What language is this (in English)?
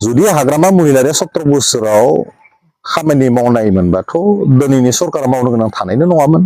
Bodo